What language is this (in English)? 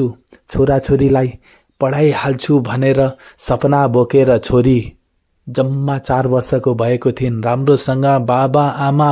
Nepali